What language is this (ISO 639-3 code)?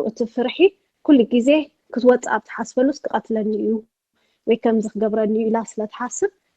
tir